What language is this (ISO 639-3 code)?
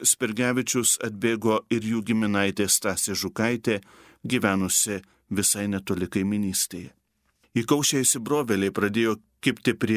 lit